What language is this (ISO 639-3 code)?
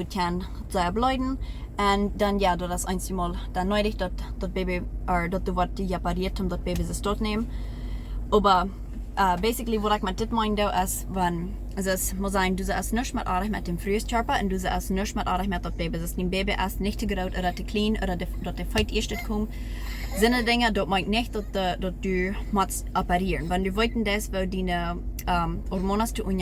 pdt